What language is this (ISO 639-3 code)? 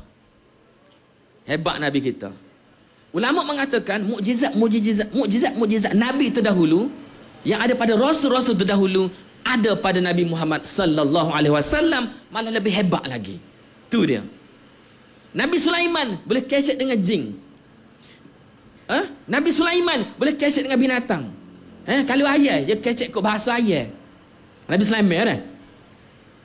msa